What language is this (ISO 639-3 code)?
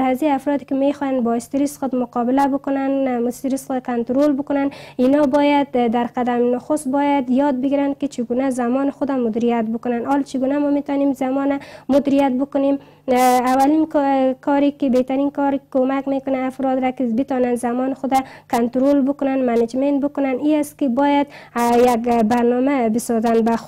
fas